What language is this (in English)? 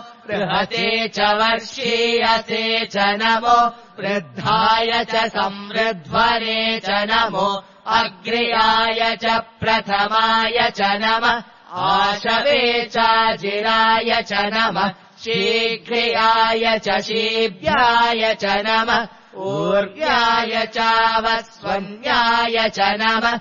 Sanskrit